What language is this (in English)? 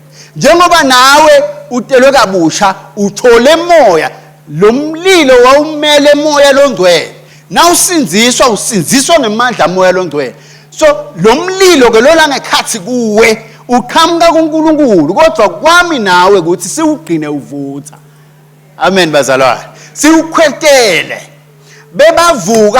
Swati